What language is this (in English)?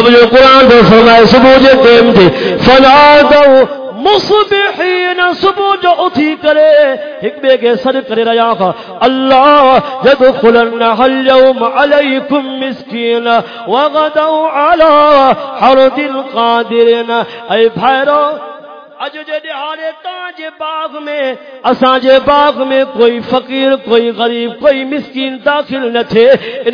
Saraiki